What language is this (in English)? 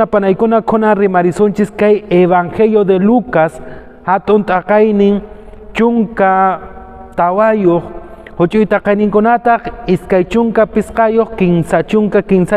Quechua